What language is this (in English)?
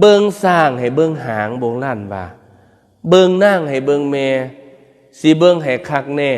Northeastern Thai